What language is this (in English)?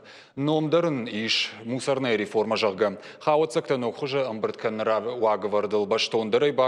Ossetic